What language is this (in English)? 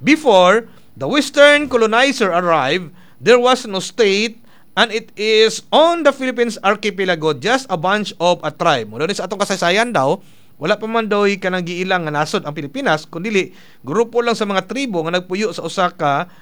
Cebuano